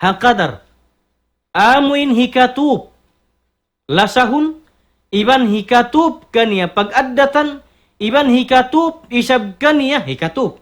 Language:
Tausug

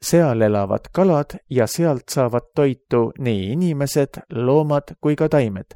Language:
Estonian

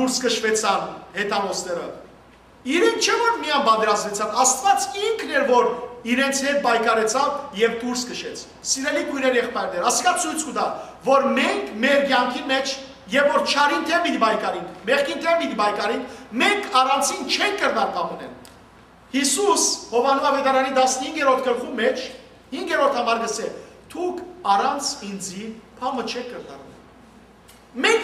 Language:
Western Armenian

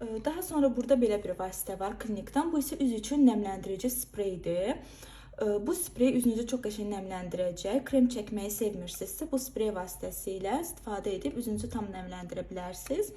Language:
Azerbaijani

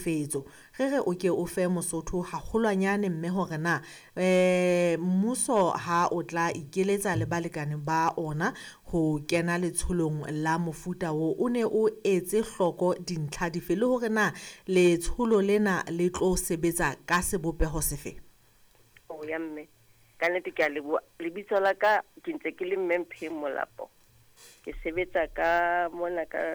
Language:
Southern Sotho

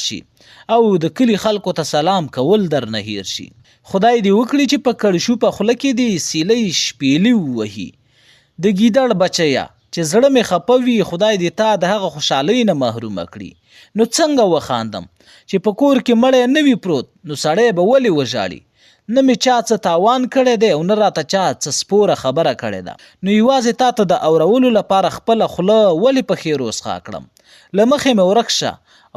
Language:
Pashto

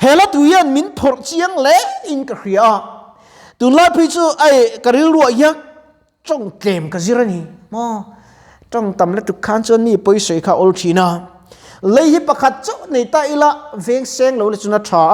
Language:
Mizo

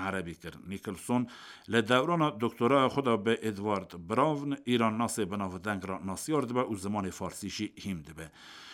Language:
Kurdish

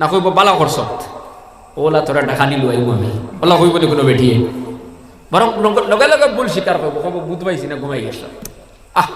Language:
Sylheti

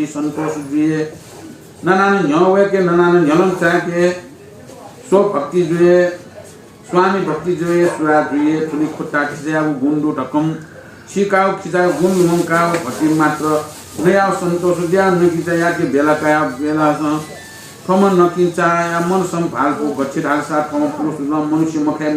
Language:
Newari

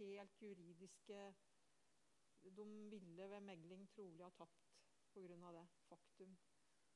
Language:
Norwegian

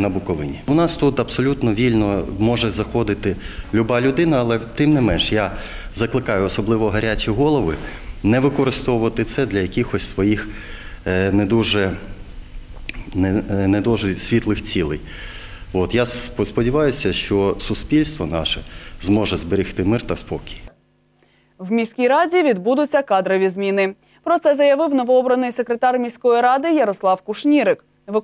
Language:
Ukrainian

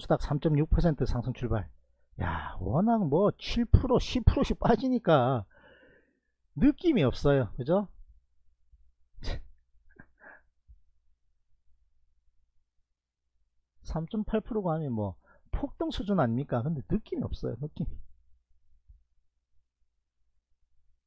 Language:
Korean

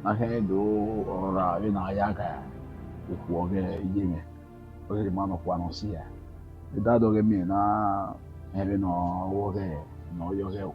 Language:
Bini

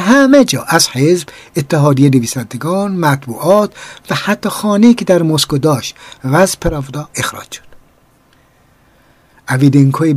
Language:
Persian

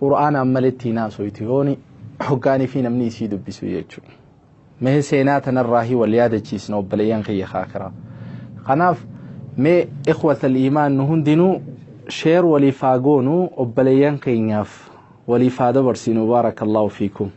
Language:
Oromo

